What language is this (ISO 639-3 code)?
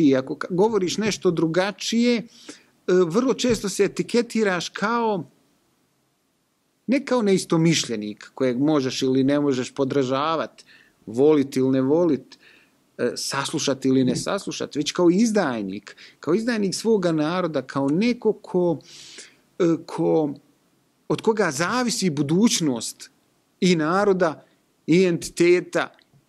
bos